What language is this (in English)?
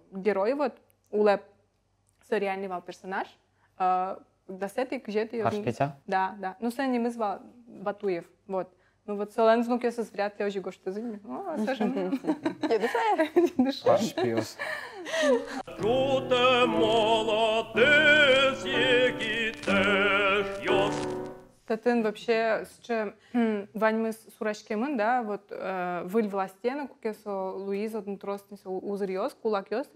Udmurt